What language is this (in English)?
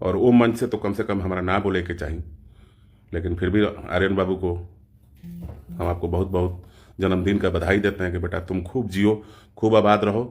Bhojpuri